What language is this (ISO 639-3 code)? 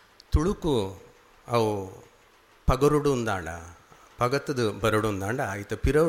tcy